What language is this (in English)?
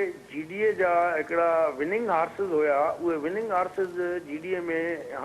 Sindhi